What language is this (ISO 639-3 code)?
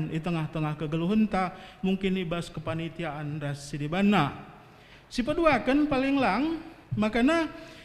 btx